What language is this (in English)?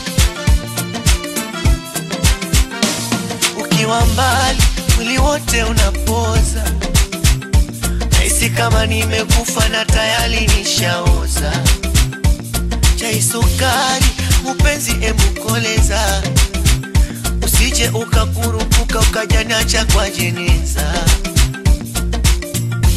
Swahili